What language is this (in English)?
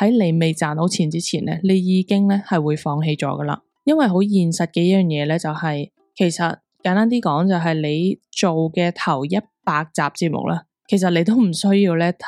Cantonese